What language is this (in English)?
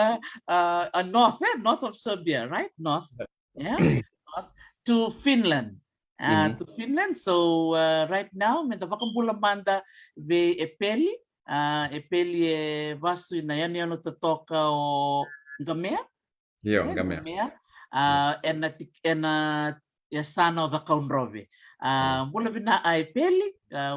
Fijian